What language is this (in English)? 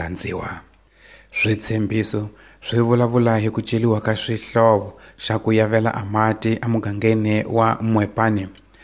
Tsonga